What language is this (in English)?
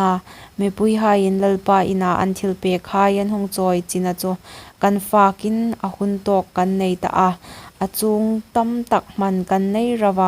Hmar